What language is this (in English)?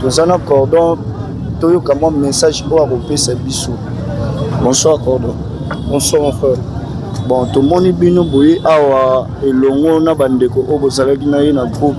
Lingala